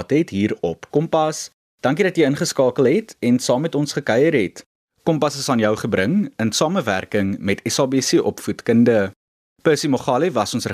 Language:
Afrikaans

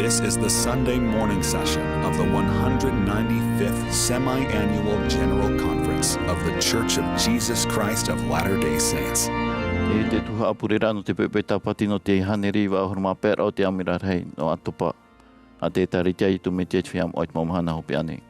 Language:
Tahitian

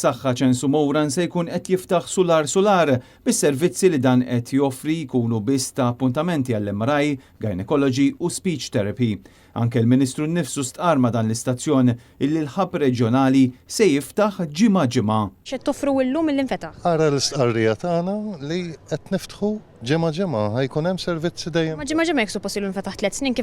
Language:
Maltese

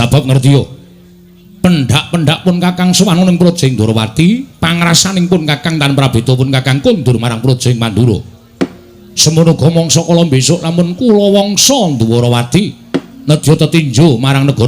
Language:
Javanese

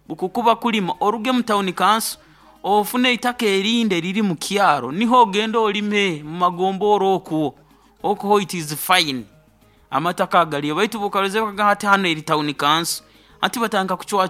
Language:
Nyoro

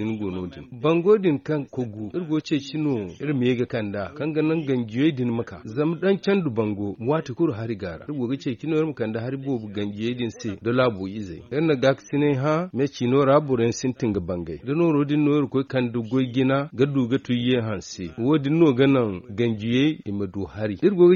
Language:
Zarma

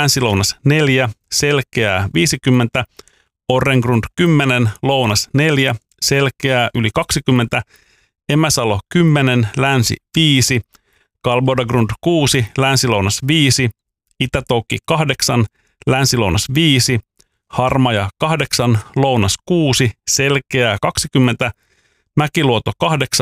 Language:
Finnish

